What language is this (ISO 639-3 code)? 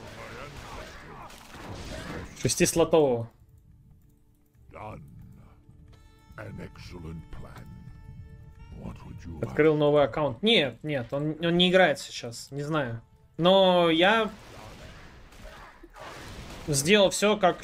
rus